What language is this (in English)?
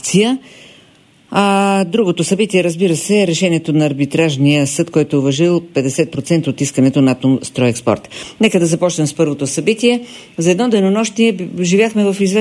Bulgarian